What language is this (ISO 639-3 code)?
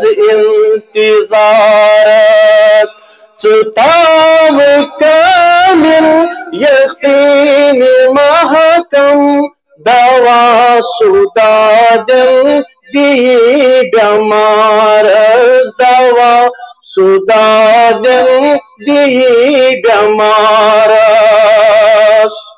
kas